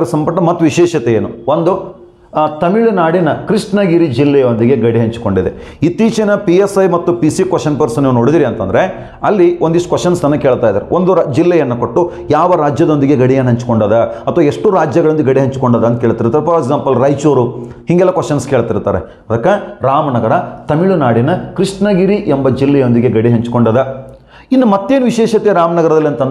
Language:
Kannada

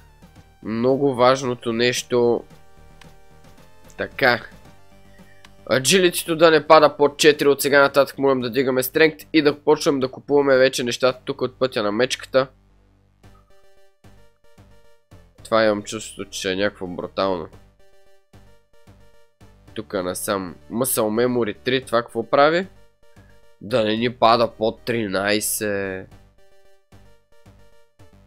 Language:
Bulgarian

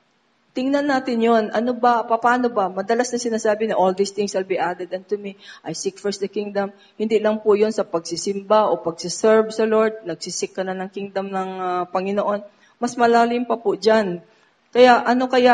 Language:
Filipino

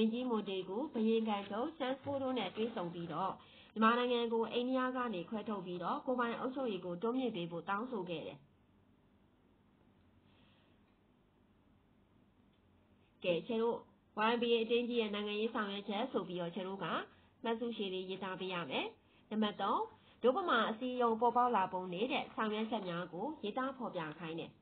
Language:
Burmese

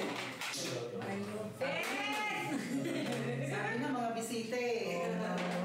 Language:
Filipino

